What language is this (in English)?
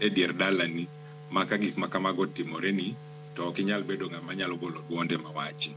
Luo (Kenya and Tanzania)